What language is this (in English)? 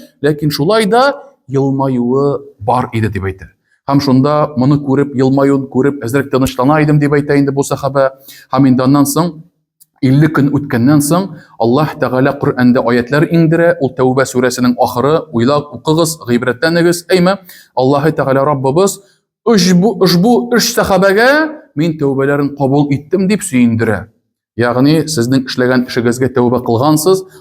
Tatar